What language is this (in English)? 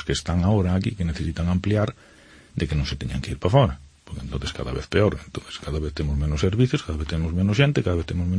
Galician